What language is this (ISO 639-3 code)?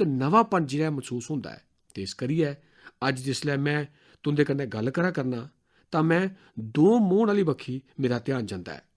doi